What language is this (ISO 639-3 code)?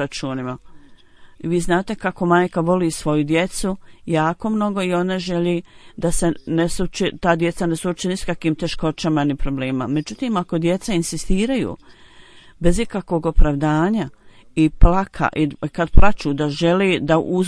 bos